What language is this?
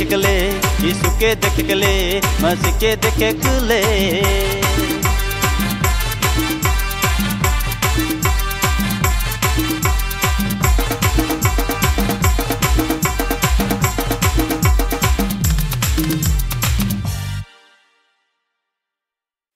Sadri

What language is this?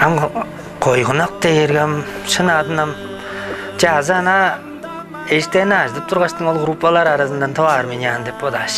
Tuvinian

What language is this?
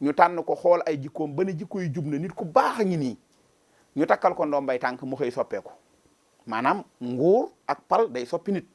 Wolof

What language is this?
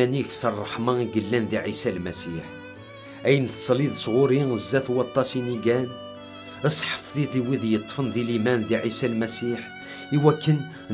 Kabyle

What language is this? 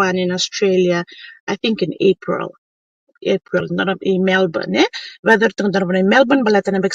Fijian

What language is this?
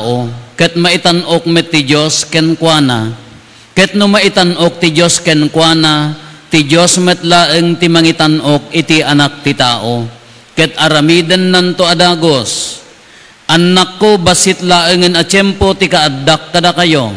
Iloko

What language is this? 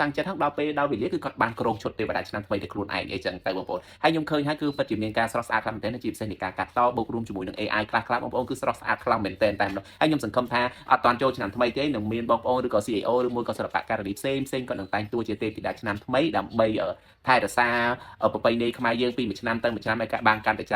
Khmer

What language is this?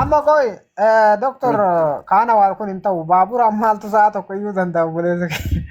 Oromo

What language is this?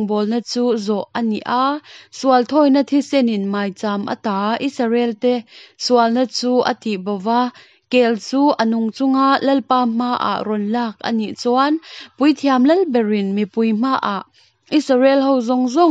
Hakha Chin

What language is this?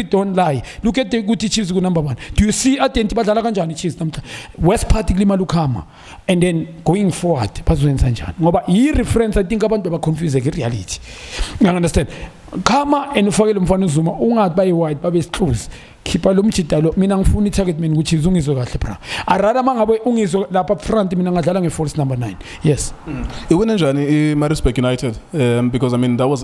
Zulu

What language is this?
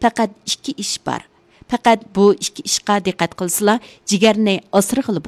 Uyghur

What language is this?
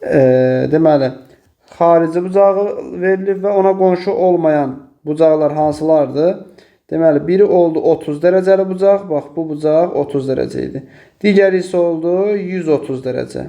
Azerbaijani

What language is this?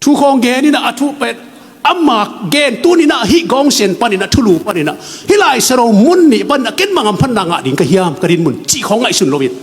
Tedim Chin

